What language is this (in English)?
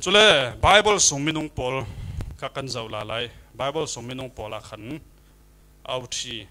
Falam Chin